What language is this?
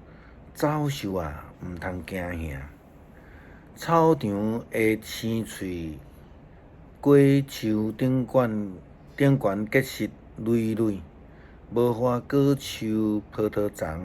Min Nan Chinese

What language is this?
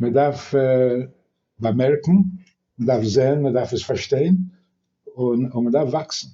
Yiddish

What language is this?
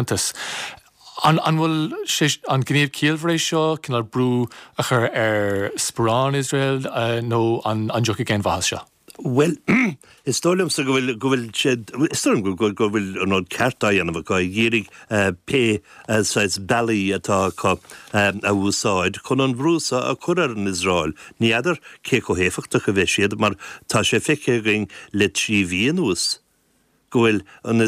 Irish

